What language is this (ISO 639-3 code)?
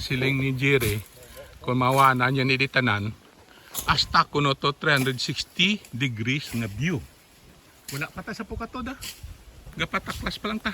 hil